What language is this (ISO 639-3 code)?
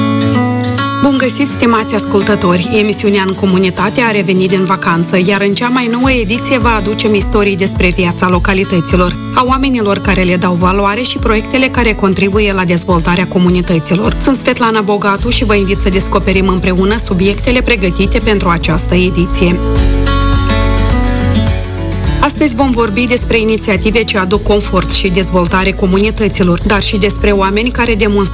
ron